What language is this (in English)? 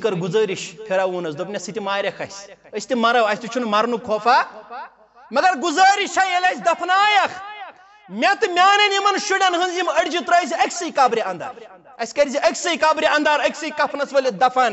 Kashmiri